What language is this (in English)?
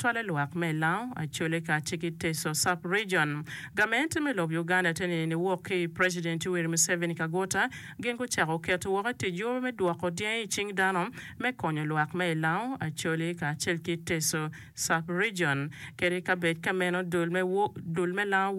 Acoli